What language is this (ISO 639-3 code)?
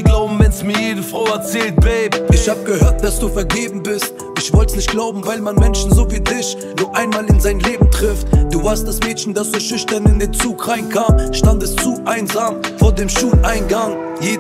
deu